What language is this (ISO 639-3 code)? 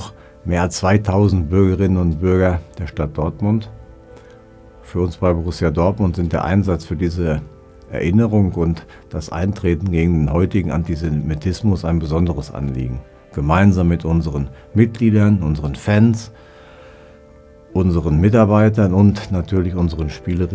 deu